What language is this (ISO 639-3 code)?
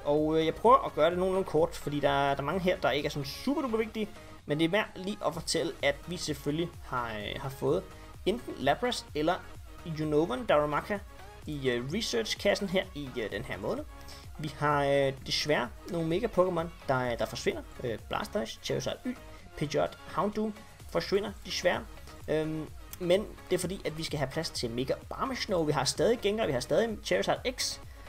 dan